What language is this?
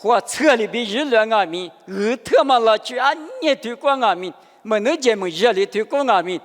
Lisu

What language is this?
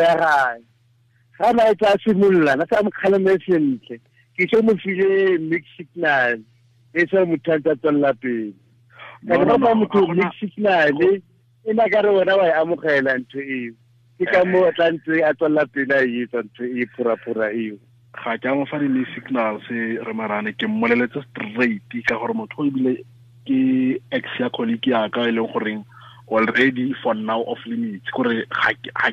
Tswana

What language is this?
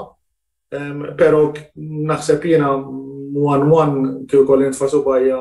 Maltese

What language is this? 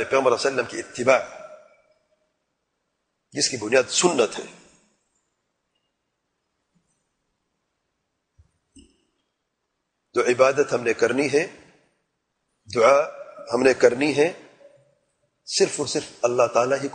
Urdu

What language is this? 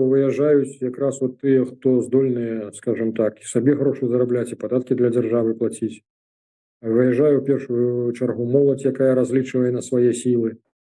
Belarusian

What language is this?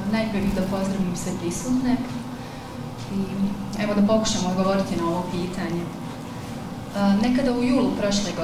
Bosnian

